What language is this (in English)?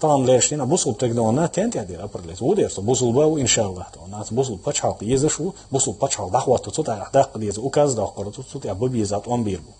Chechen